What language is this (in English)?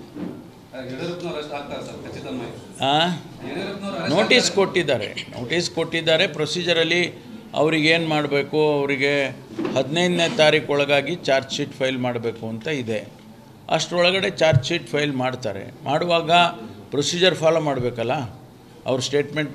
Kannada